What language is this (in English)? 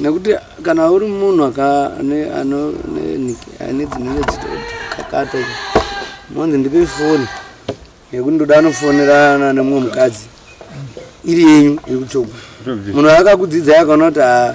Shona